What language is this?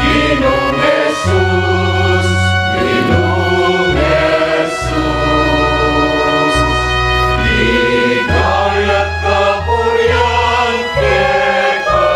Pampanga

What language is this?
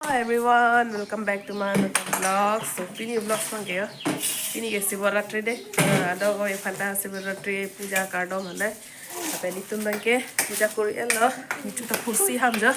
Karbi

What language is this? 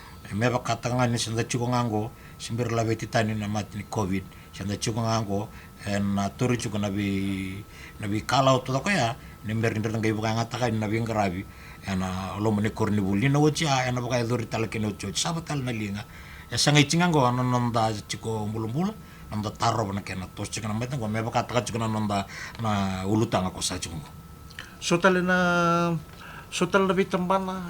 Fijian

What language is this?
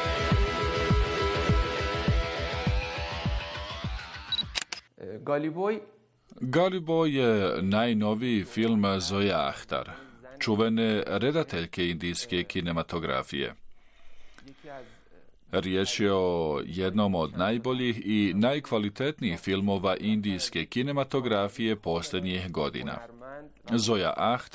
Bosnian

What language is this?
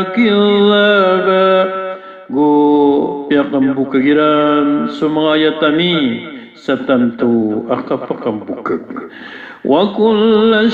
Maranao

